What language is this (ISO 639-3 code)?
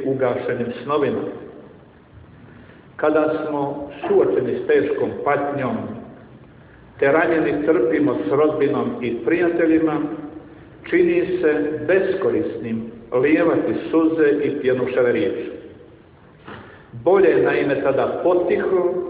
hrv